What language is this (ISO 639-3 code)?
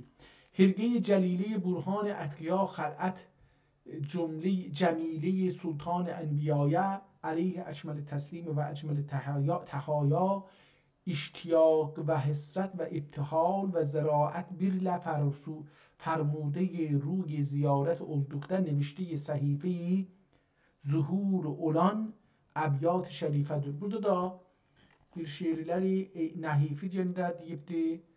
azb